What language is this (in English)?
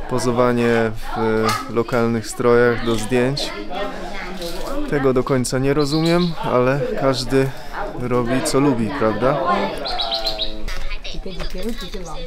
Polish